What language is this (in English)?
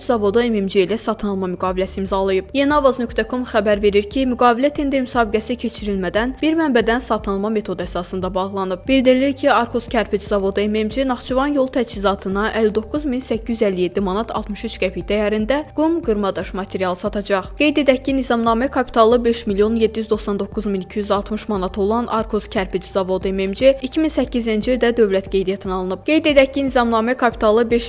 Azerbaijani